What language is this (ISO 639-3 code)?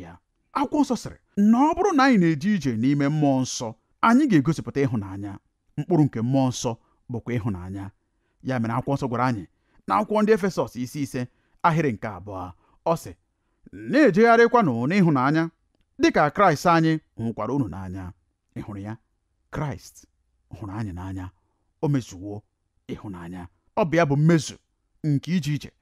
ibo